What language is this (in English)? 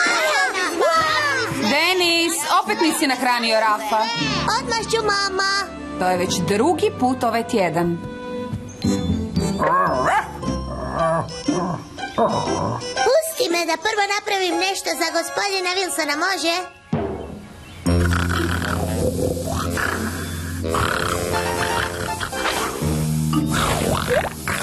Croatian